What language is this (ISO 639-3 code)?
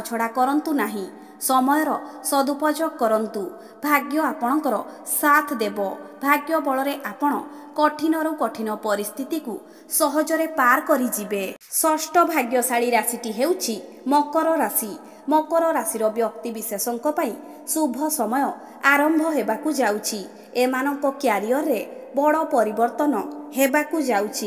ori